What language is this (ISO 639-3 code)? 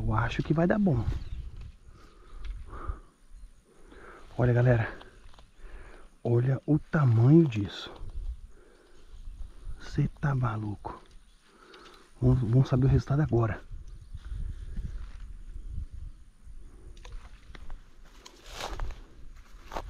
por